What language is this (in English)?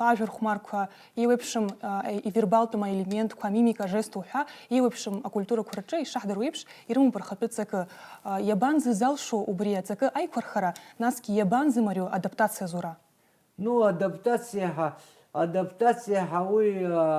Abkhazian